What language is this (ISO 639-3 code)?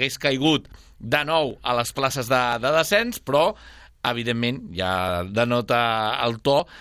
cat